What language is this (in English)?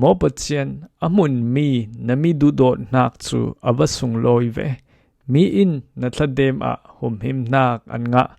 Falam Chin